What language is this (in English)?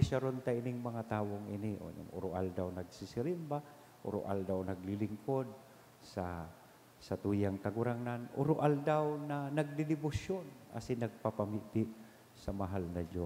Bikol